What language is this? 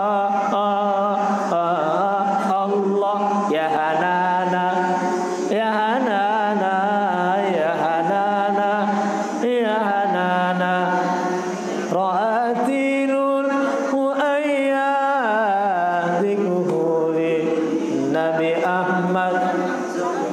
Sasak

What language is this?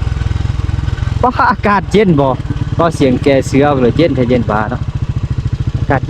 Lao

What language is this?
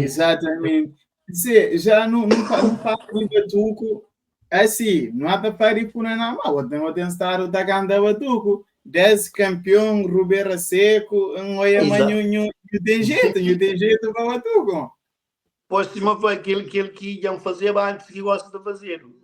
Kabuverdianu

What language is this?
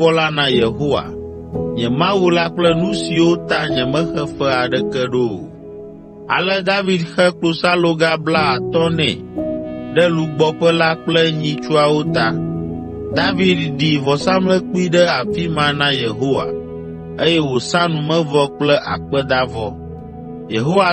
Ewe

